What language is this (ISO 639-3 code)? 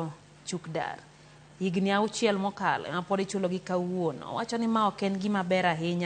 luo